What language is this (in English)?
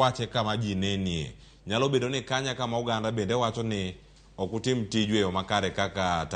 Luo (Kenya and Tanzania)